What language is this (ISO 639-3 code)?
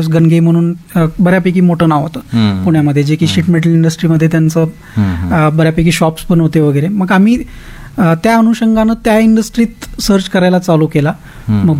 mar